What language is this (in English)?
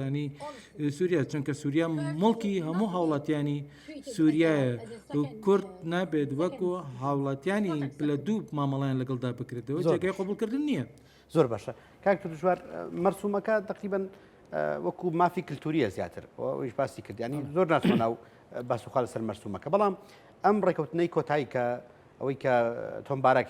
Central Kurdish